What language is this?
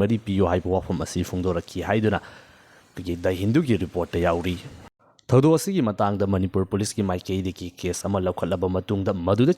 Manipuri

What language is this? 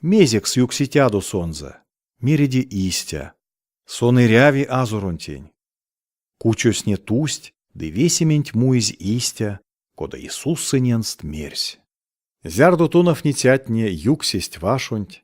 Erzya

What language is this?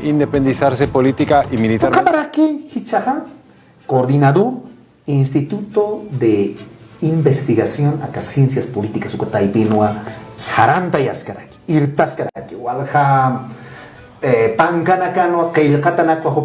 Aymara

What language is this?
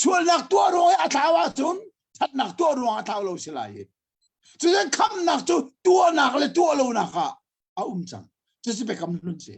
Hakha Chin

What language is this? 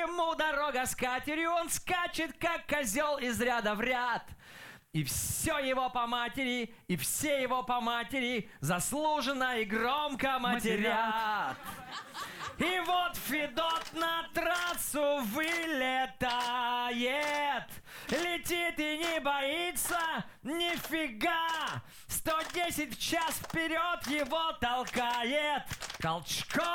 Russian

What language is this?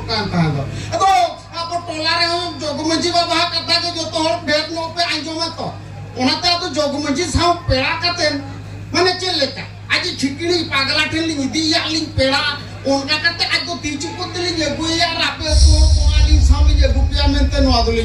Santali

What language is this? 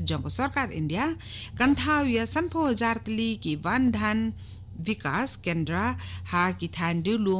Khasi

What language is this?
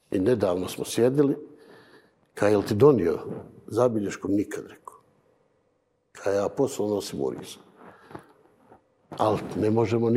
Bosnian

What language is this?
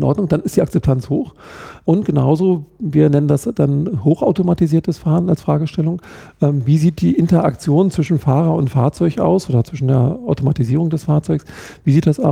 German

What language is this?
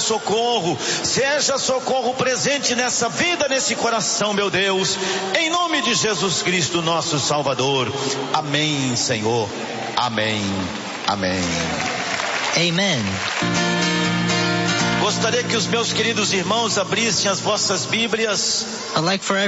Portuguese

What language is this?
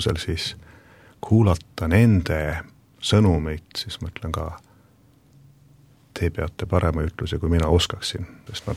Estonian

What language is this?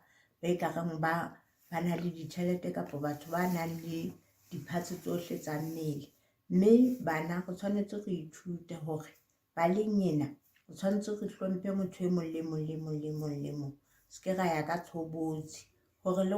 Southern Sotho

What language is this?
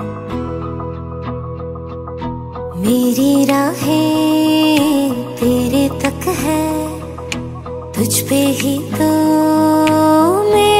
Hindi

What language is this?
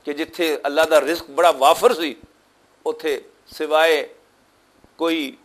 Western Panjabi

